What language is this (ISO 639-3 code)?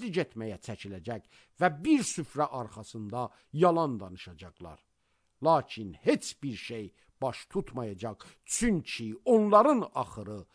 aze